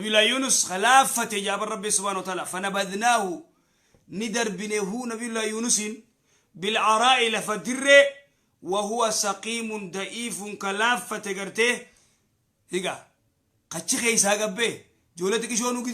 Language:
Oromo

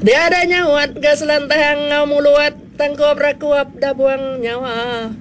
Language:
Iban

